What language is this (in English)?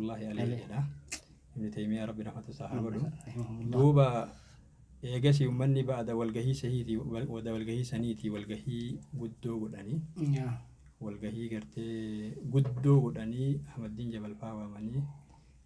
Oromo